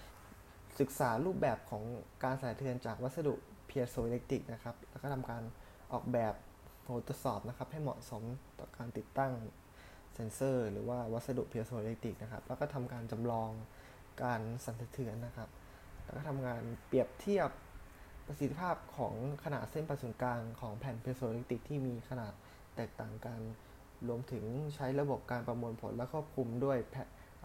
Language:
Thai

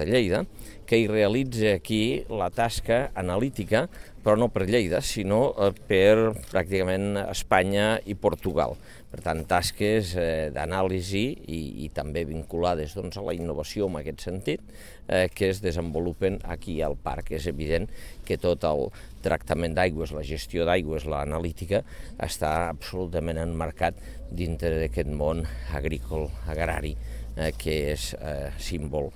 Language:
Catalan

